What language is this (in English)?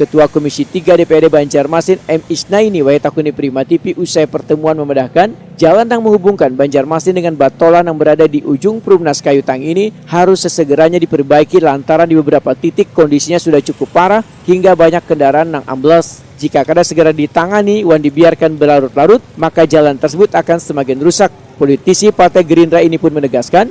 Banjar